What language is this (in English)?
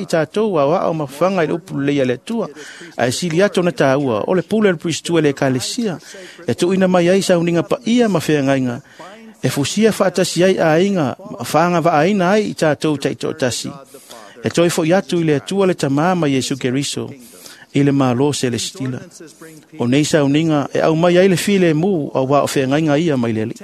Samoan